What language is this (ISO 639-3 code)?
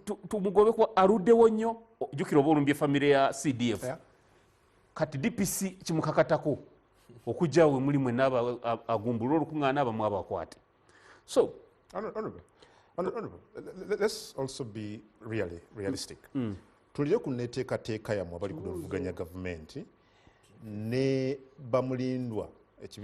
lug